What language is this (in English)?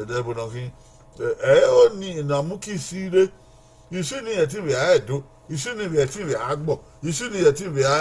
Bini